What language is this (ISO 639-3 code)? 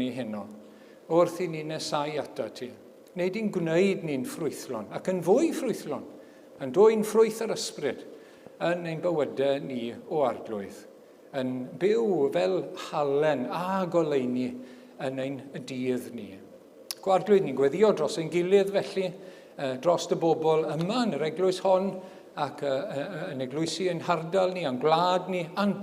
cym